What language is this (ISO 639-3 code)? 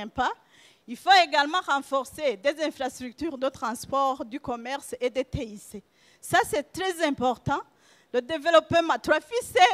run